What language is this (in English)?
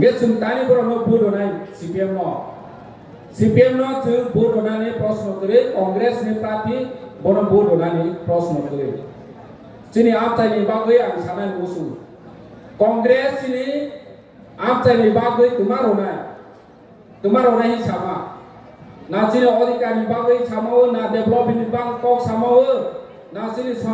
Kok Borok